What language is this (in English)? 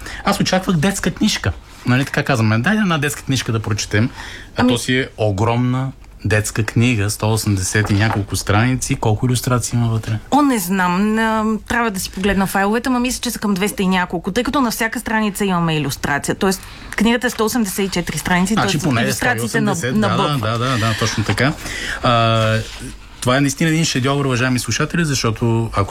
Bulgarian